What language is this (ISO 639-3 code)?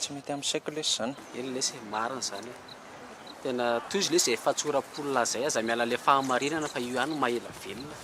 mlg